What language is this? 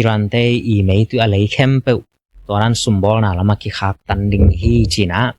Tedim Chin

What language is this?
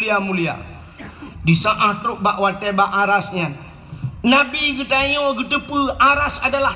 Achinese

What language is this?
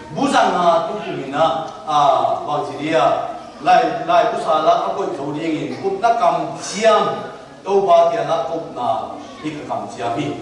Tedim Chin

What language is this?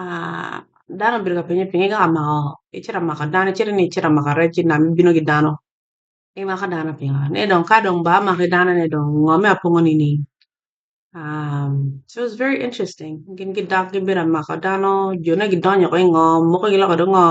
Acoli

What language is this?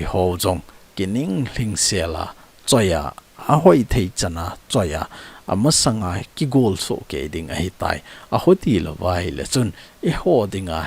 Thado Chin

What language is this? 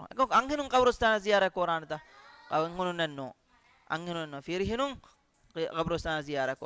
Divehi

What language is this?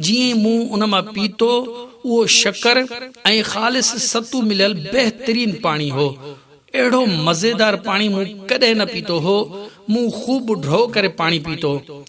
Sindhi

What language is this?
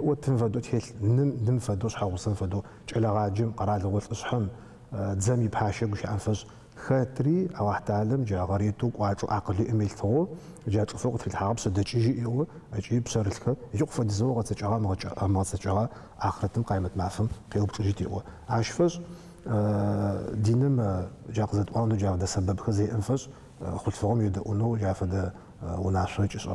Adyghe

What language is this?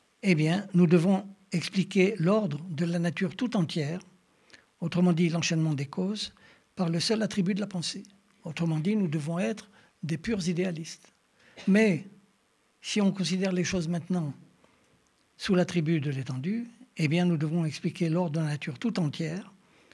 French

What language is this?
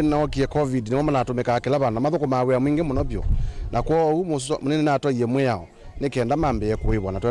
Kamba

